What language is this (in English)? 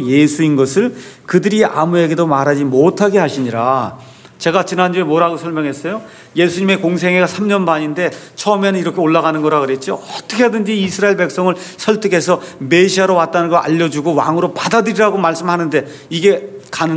Korean